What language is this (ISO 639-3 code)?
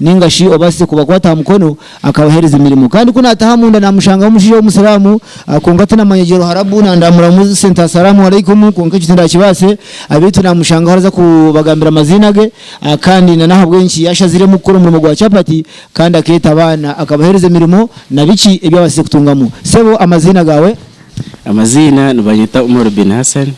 nyn